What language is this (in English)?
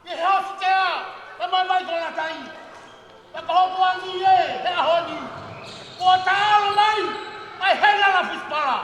Tongan